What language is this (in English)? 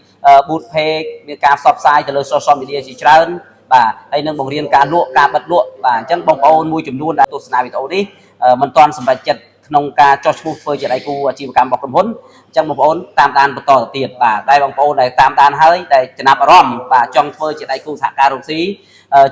Khmer